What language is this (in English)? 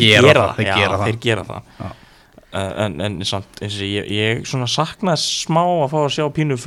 Icelandic